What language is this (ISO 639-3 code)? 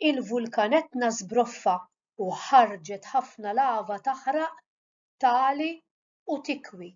mlt